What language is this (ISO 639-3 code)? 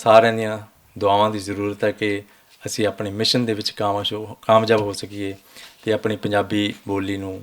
lah